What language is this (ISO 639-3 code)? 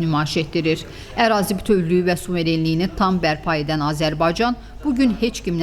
aze